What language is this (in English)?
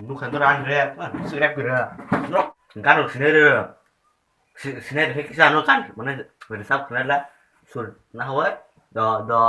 Kok Borok